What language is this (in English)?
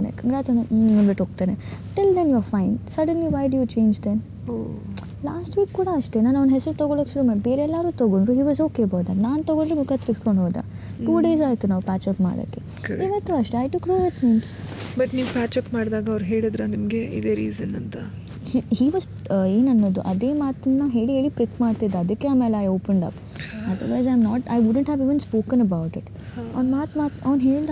Kannada